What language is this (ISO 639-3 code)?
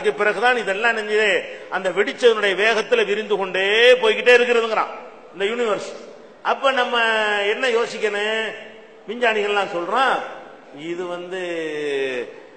tam